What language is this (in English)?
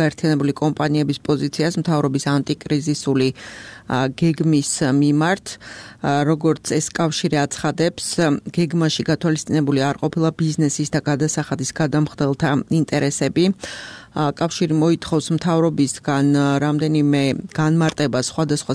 Georgian